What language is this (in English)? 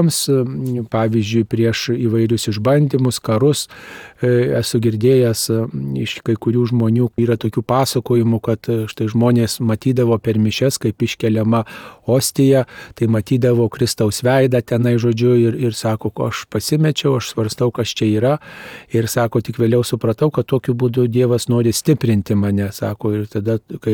Lithuanian